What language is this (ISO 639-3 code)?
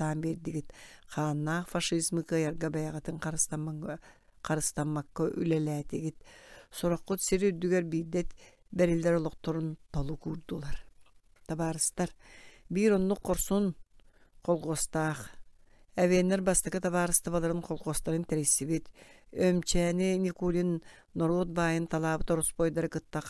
sah